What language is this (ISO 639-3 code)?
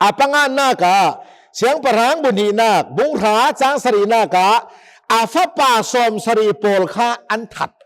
cnh